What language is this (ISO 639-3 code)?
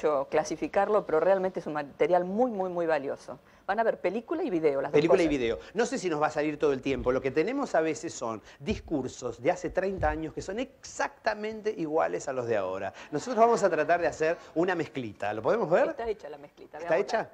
spa